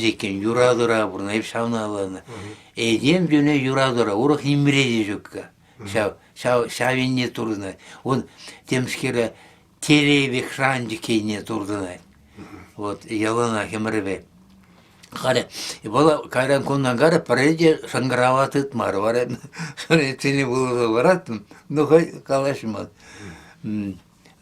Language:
Chuvash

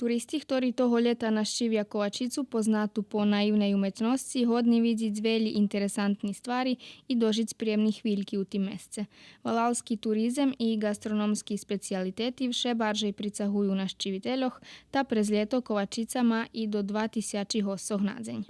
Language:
Rusyn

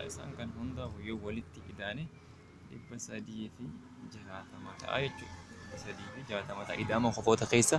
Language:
Oromo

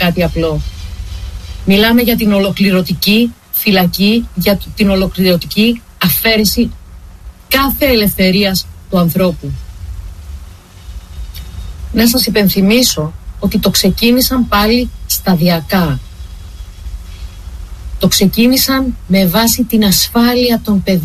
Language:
Greek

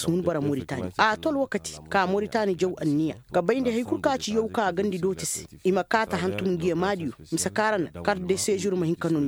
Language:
Koyraboro Senni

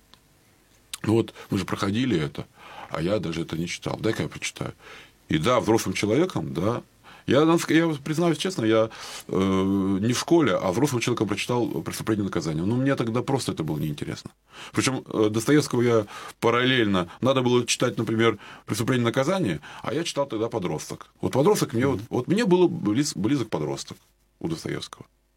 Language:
Russian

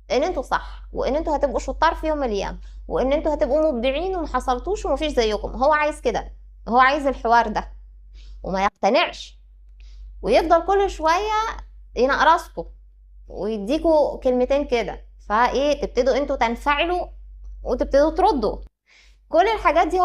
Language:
Egyptian Arabic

